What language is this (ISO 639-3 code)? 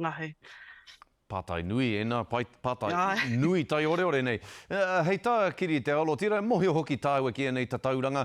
mri